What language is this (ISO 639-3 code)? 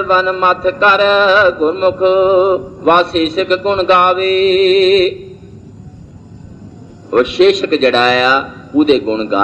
pan